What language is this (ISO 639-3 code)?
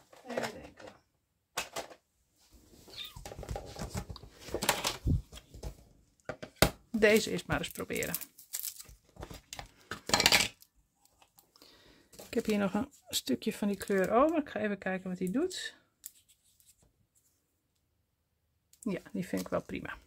nld